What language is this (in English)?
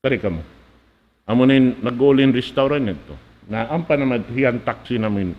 Tausug